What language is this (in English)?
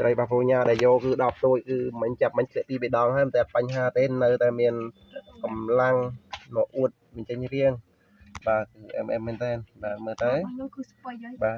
Khmer